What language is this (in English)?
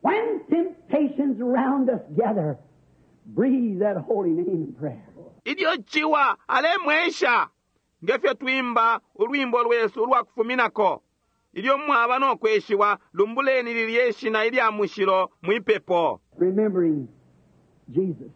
Bemba